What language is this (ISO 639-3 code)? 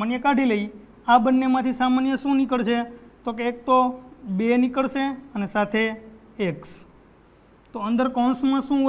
guj